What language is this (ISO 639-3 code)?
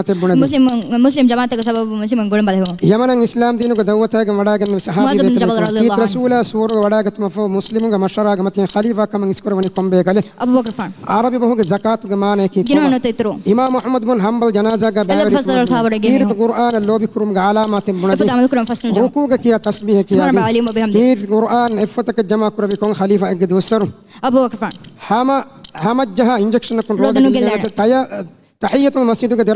div